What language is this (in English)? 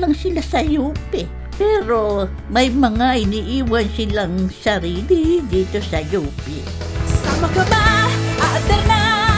Filipino